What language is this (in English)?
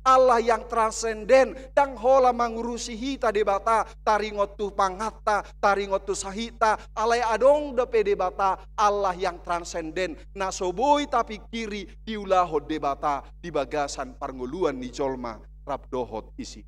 Batak Toba